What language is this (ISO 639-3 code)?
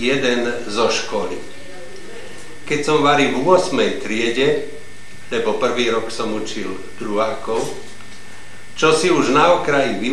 slk